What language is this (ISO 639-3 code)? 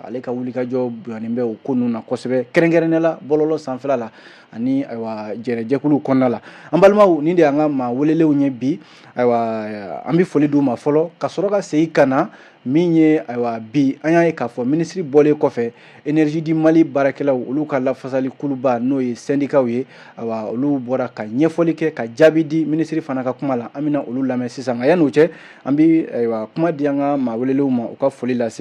bam